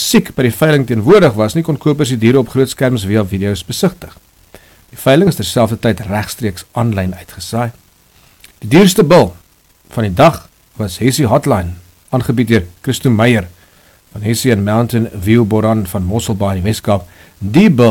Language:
Afrikaans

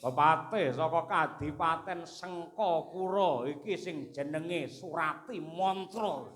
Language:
Javanese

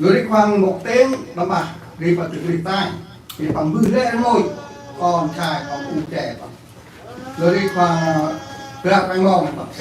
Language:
Central Mnong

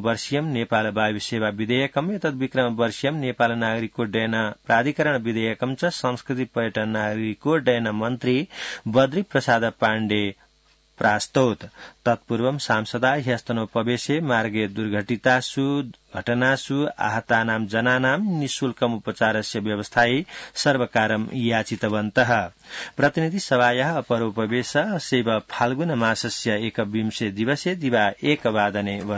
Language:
Sanskrit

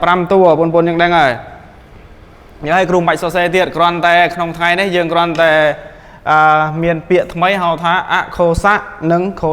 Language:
Khmer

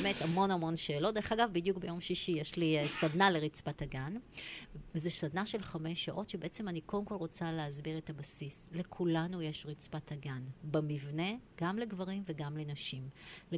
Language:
Hebrew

